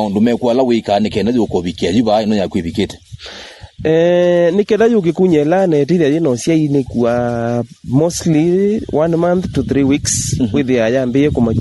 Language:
Kamba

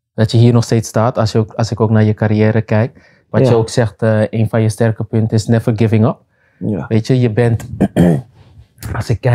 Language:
Dutch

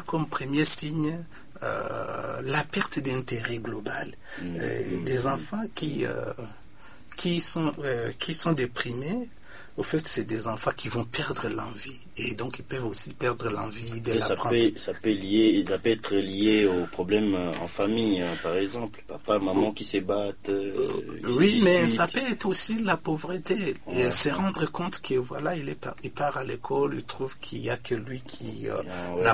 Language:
French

